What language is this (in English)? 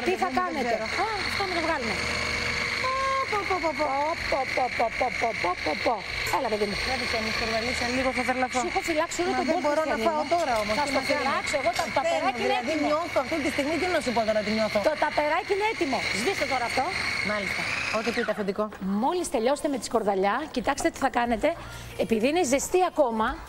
Greek